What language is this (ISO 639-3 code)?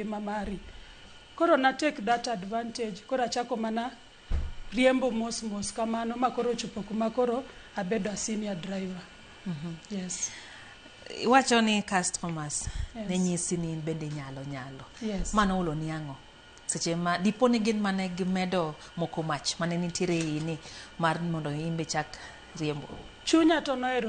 luo